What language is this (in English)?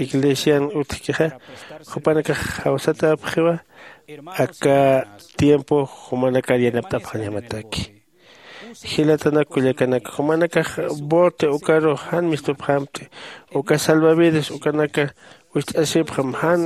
Aymara